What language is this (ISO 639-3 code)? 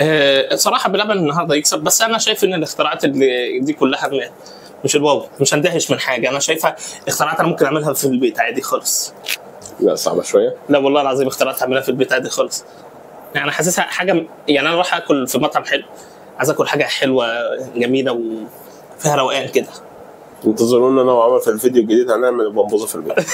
arz